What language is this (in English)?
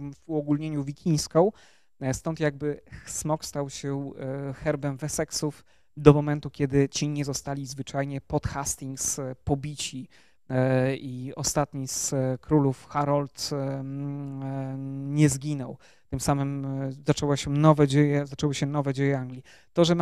Polish